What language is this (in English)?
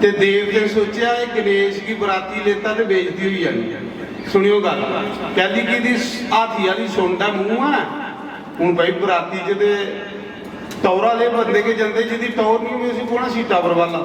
Dogri